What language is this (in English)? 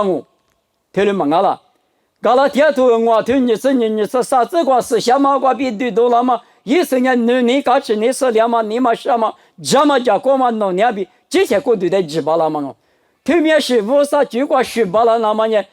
Lisu